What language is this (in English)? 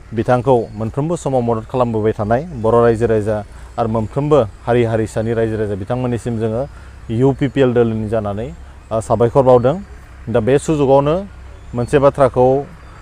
Bodo